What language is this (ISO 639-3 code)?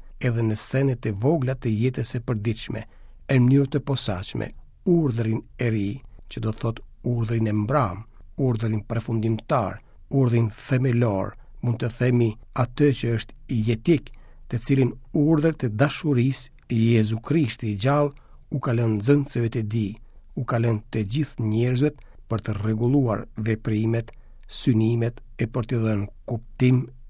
sqi